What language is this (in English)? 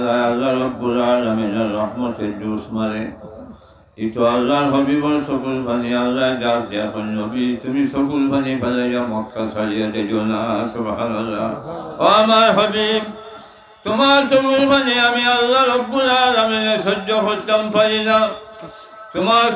Sylheti